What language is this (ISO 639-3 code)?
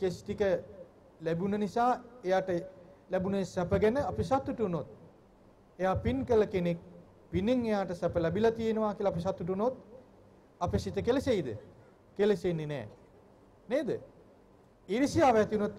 sin